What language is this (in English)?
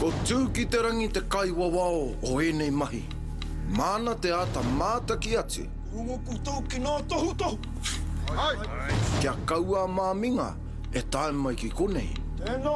Māori